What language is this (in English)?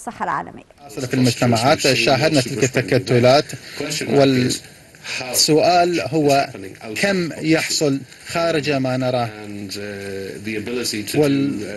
Arabic